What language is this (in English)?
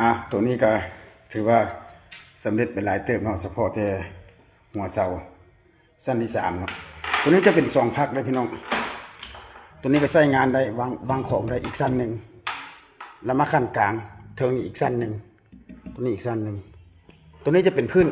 Lao